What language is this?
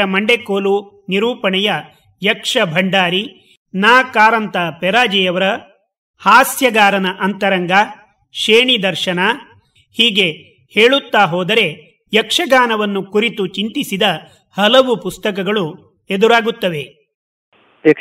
Kannada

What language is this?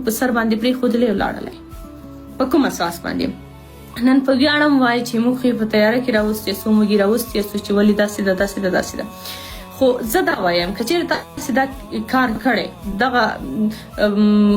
Pashto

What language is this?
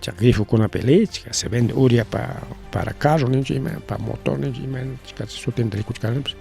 Ayacucho Quechua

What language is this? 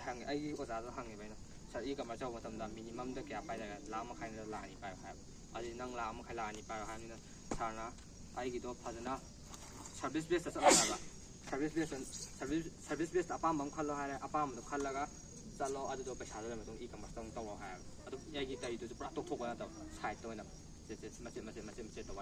Manipuri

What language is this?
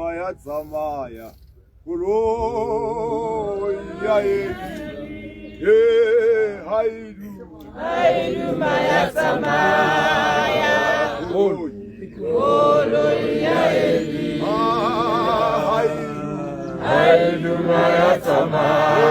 Tswana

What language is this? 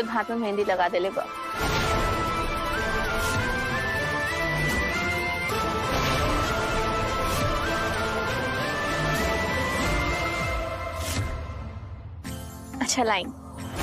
Bhojpuri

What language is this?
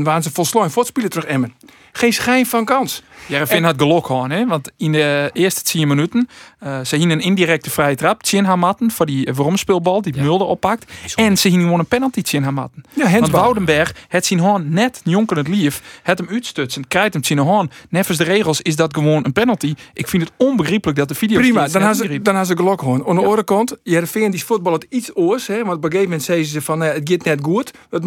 Western Frisian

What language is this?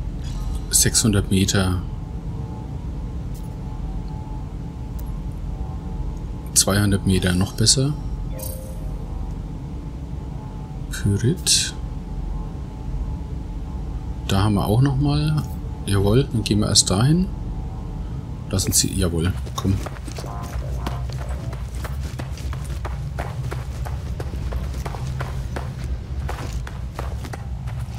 German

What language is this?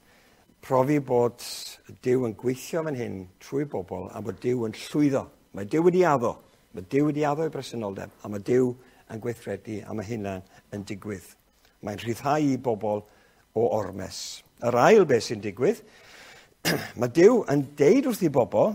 Welsh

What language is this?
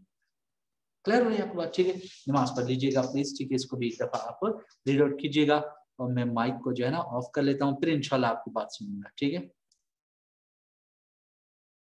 Hindi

